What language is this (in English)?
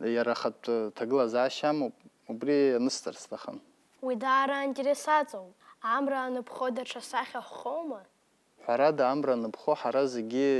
Abkhazian